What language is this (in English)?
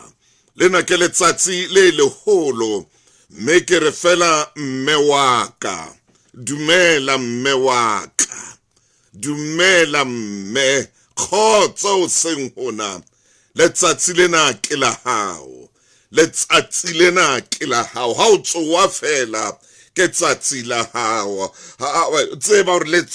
Southern Sotho